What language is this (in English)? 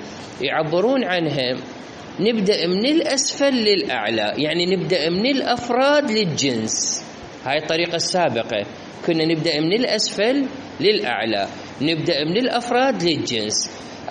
Mesopotamian Arabic